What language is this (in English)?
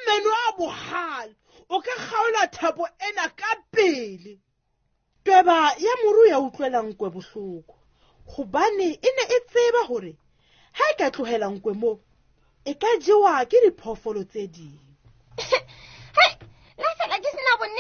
Southern Sotho